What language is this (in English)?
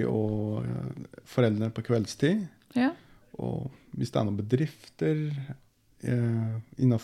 Norwegian